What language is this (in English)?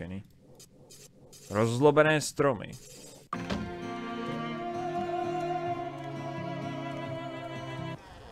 Czech